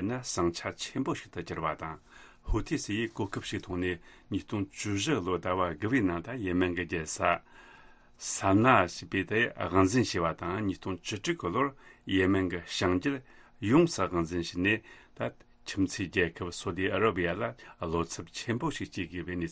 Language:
Tibetan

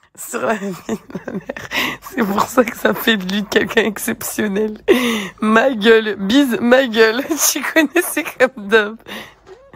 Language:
French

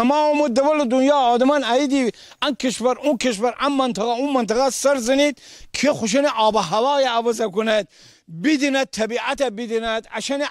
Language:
Gilaki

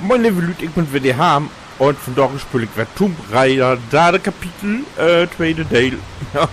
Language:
Low German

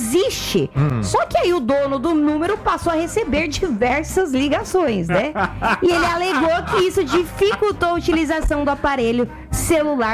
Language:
Portuguese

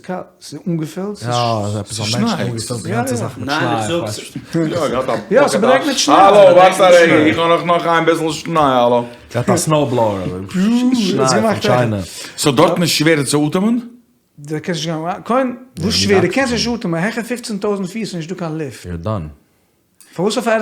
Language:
Yiddish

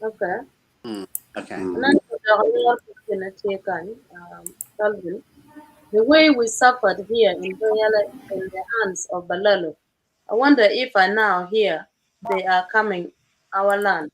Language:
Acoli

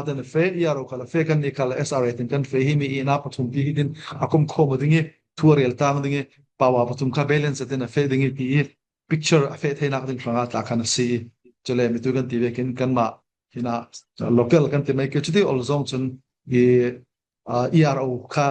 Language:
Falam Chin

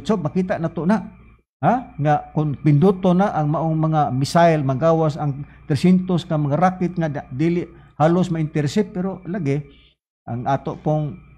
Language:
Cebuano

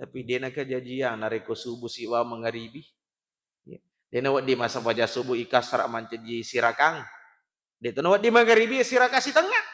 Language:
Buginese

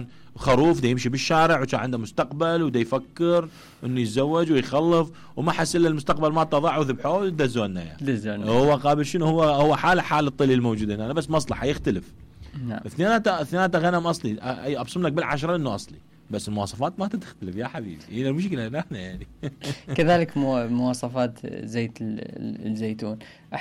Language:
Mesopotamian Arabic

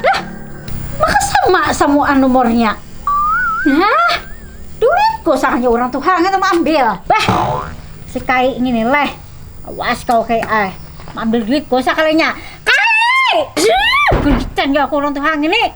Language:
Banjar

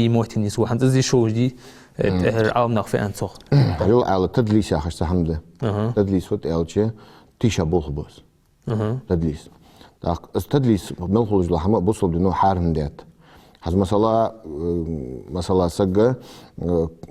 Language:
Ingush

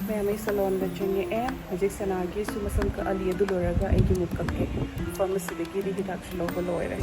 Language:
Manipuri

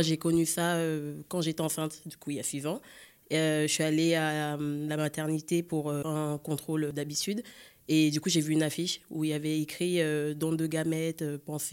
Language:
French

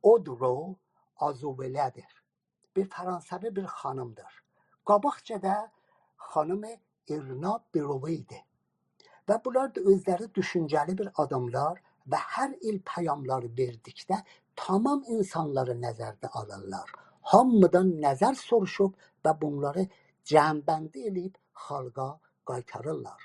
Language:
South Azerbaijani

